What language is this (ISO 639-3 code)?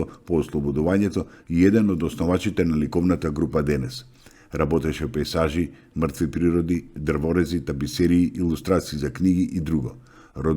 mkd